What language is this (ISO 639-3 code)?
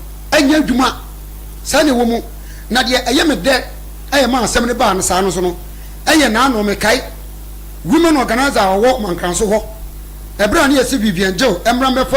aka